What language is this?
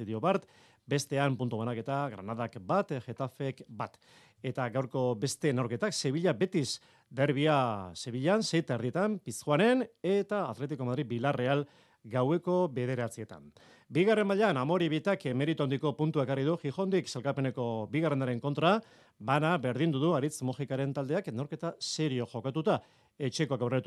Basque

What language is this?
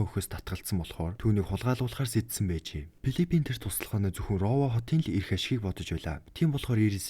Mongolian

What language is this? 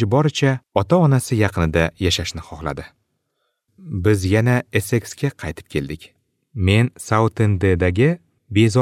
Uzbek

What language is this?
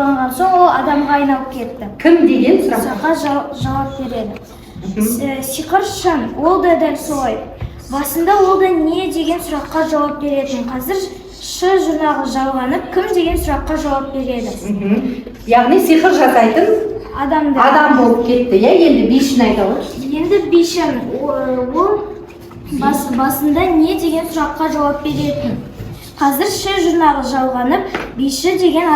Kazakh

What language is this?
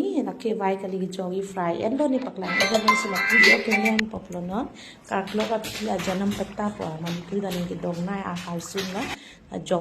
Karbi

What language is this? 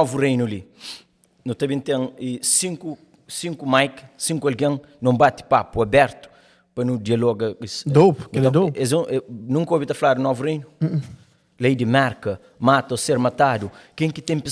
Kabuverdianu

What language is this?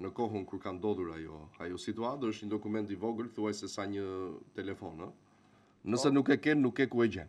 Albanian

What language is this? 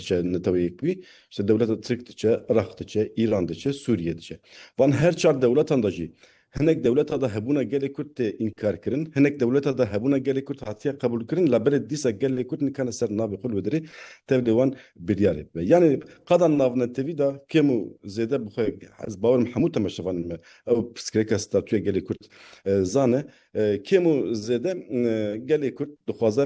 Kurdish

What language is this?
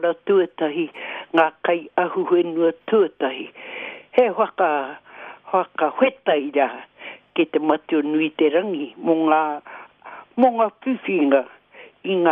Māori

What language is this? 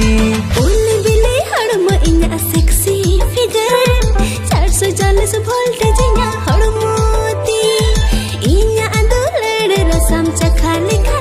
Santali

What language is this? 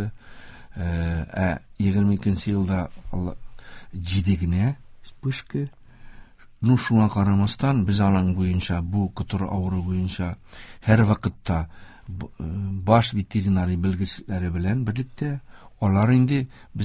Tatar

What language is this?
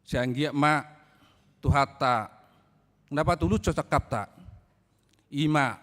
Batak Toba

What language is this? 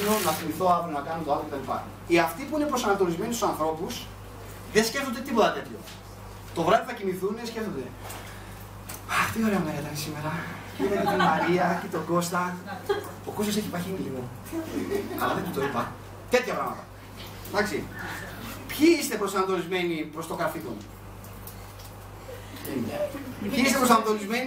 Greek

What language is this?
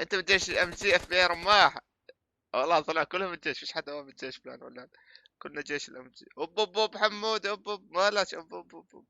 North Levantine Arabic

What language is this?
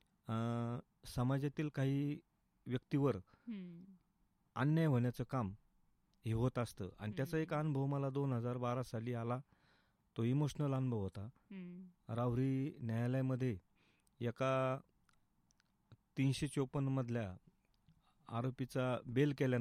Marathi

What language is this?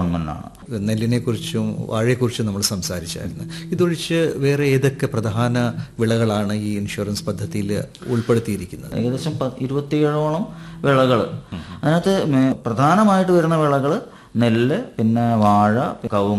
Malayalam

